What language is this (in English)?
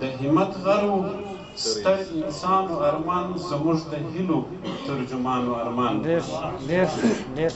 Pashto